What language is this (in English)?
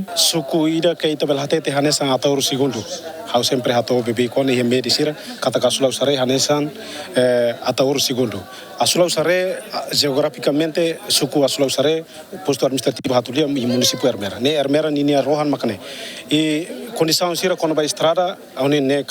Tetum